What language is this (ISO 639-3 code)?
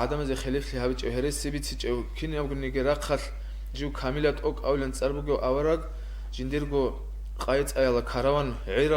ava